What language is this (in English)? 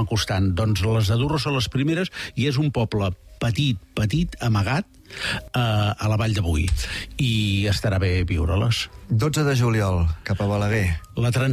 Catalan